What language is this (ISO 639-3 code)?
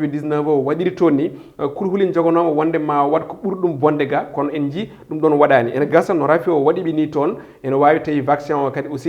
ful